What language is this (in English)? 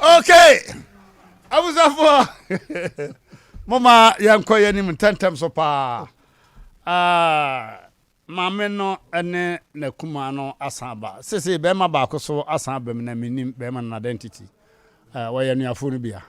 Akan